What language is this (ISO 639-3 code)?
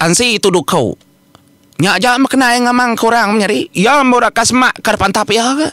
iba